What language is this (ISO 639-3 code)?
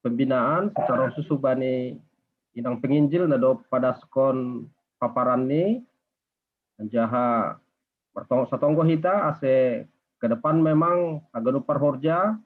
bts